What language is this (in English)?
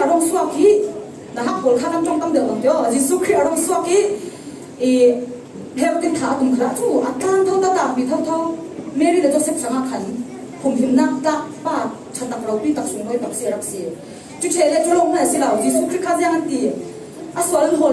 Falam Chin